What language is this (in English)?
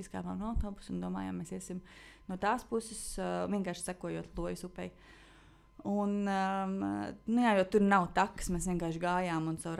Latvian